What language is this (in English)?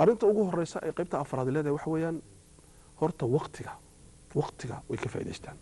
Somali